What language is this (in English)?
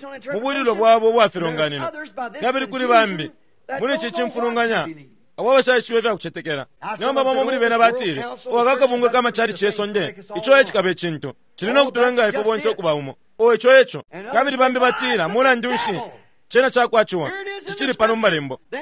Bemba